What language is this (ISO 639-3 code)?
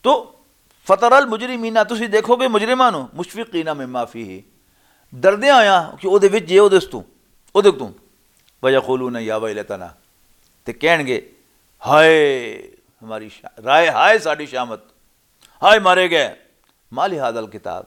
lah